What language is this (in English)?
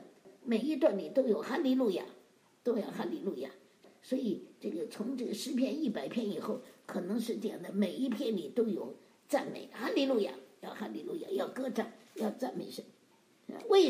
Chinese